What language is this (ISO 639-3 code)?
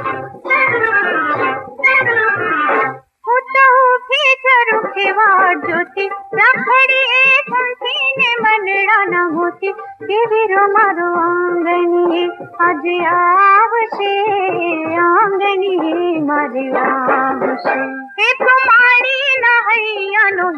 guj